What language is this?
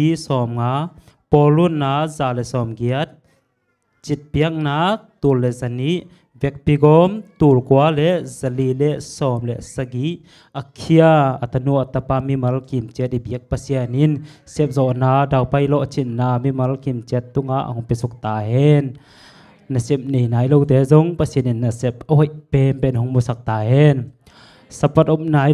Tedim Chin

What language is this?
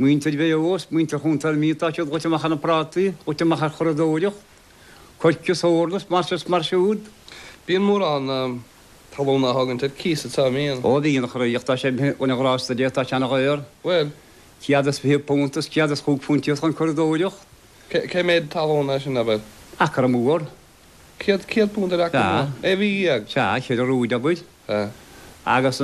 Irish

